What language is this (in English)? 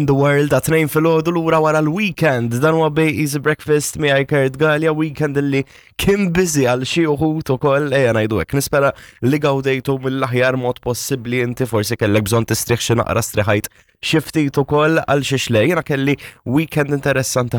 Maltese